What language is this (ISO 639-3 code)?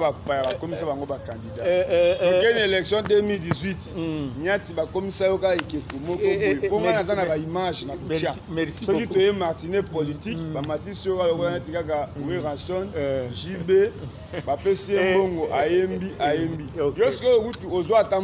lin